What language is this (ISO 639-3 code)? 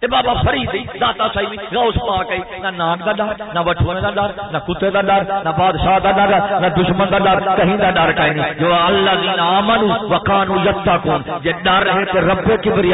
skr